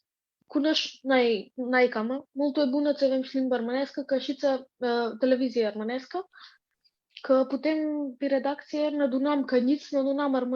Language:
Aromanian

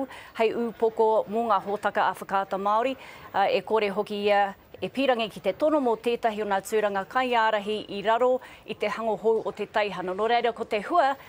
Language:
Māori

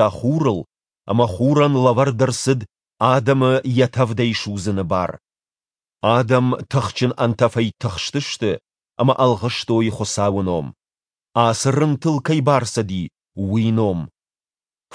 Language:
Ossetic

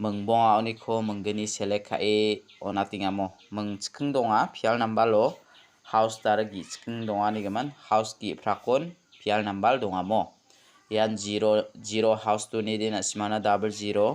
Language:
Garo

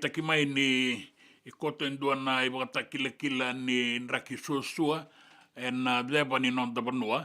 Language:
Fijian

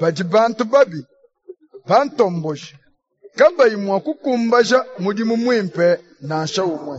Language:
Luba-Lulua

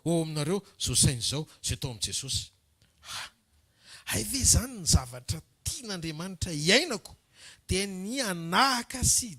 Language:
Malagasy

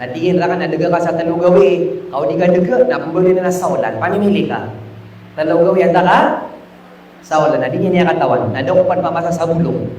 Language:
Maranao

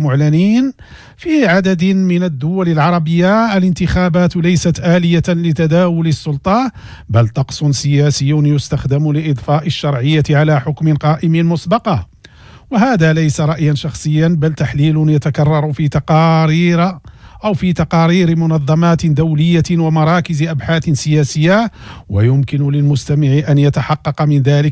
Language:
Arabic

